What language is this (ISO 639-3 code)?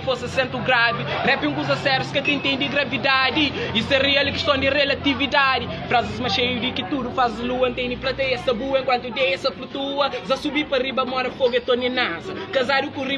kea